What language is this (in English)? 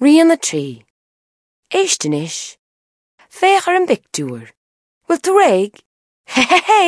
Irish